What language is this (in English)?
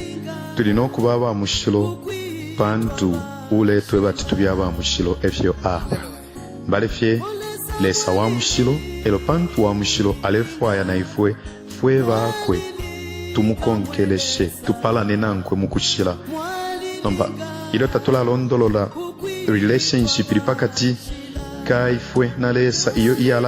Bemba